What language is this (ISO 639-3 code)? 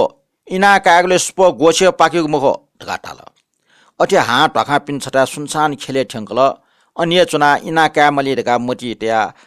new